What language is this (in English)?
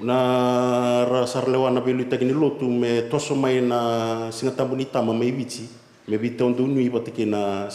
Fijian